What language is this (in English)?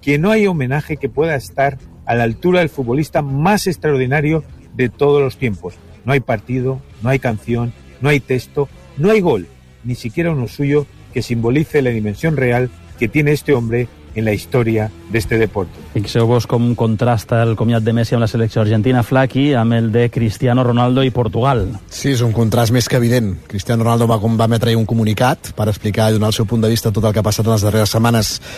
Catalan